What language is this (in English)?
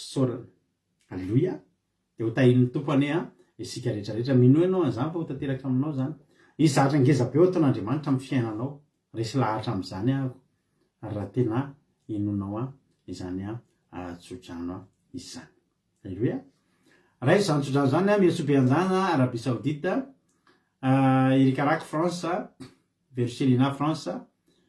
Malagasy